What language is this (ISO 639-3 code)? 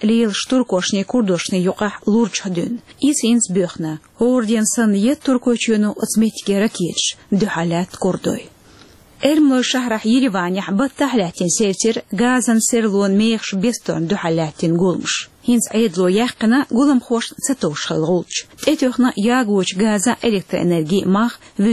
che